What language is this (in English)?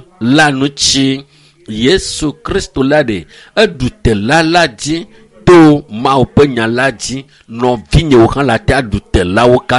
Ewe